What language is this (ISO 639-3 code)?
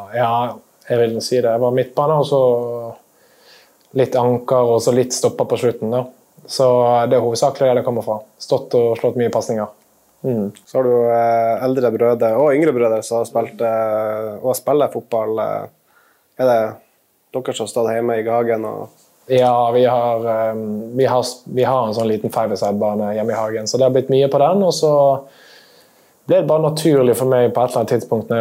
nor